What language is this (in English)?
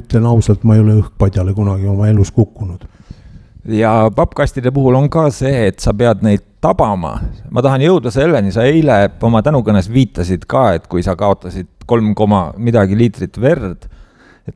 Estonian